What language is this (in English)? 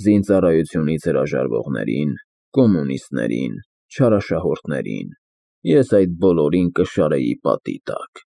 Armenian